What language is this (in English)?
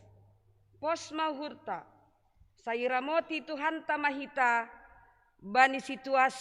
Batak Simalungun